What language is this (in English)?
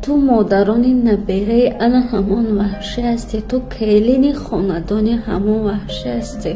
Tajik